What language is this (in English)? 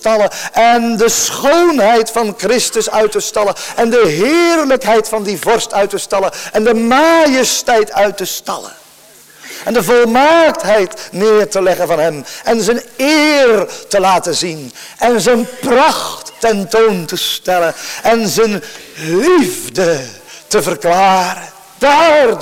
Dutch